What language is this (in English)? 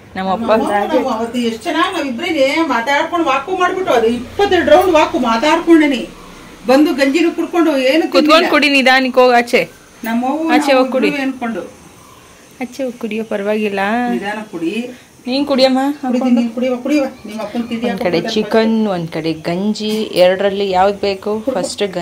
Kannada